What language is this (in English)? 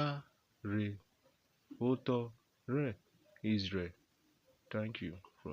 Urhobo